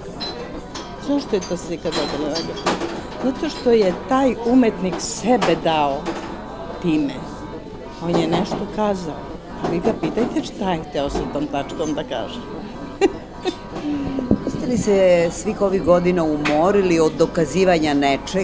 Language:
Serbian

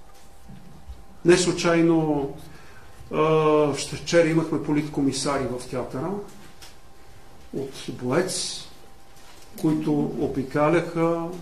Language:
Bulgarian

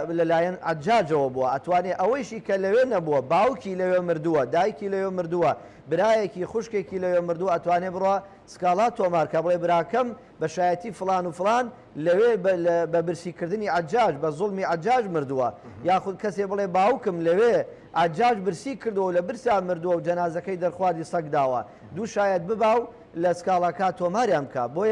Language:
Central Kurdish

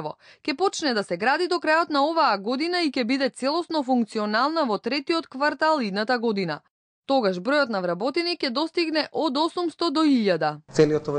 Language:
Macedonian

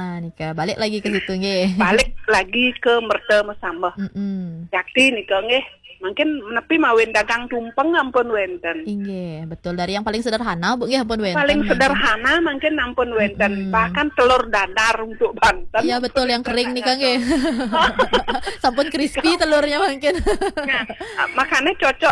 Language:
Balinese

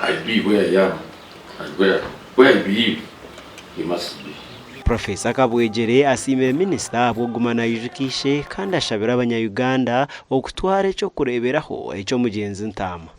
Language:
Nyankole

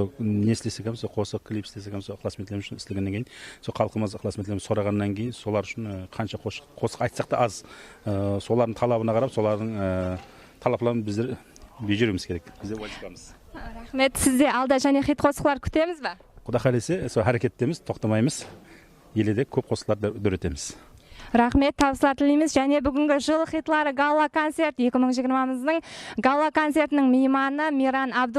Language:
Kara-Kalpak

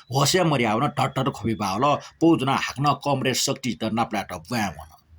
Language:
Newari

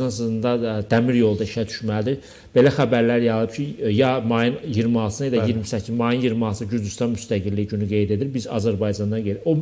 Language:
Azerbaijani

